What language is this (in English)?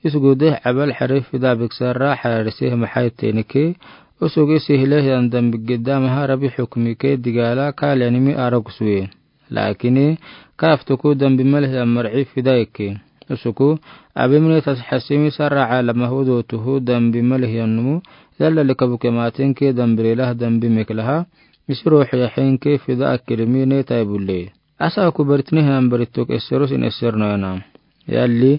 Afar